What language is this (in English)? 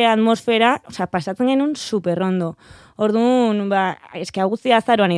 Basque